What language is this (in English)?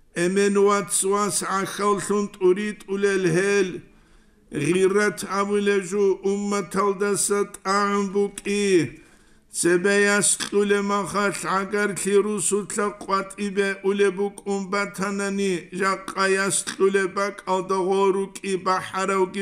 Avaric